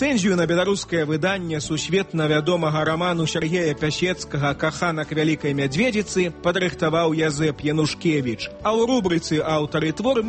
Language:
Belarusian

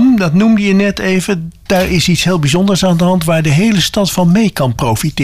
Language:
Dutch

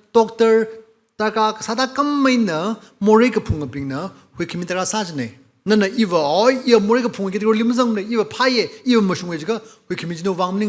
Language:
Tangkhul Naga (India)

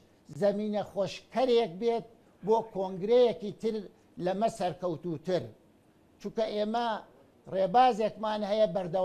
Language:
Central Kurdish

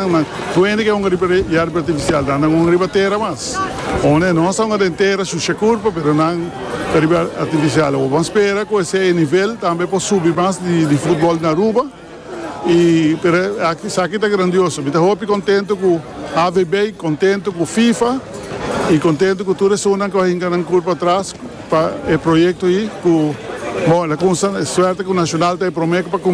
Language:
Papiamento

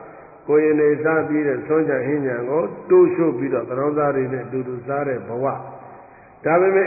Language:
Burmese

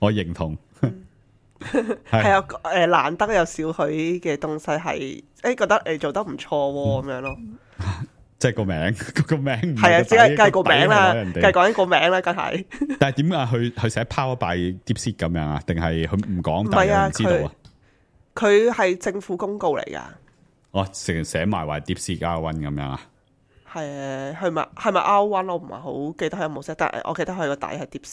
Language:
Cantonese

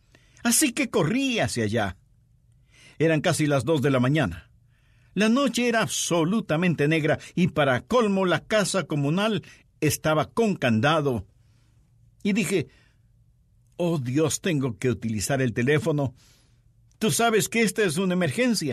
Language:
Spanish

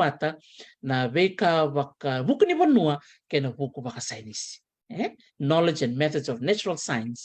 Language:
Fijian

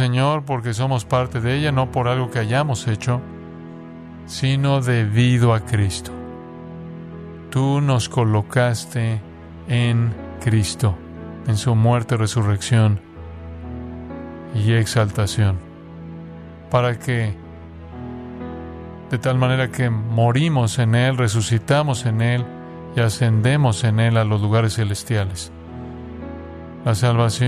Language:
Spanish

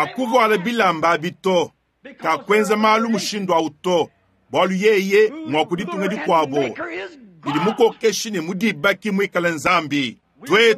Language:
Luba-Lulua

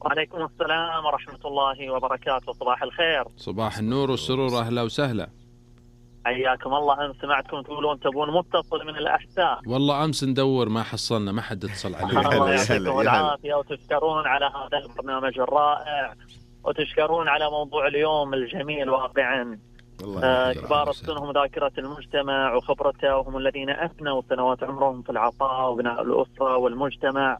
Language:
Najdi Arabic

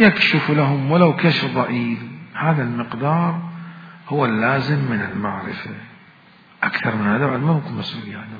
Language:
Mesopotamian Arabic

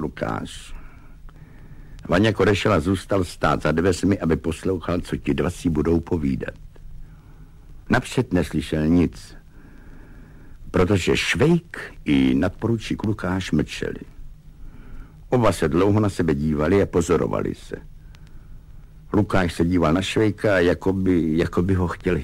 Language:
Czech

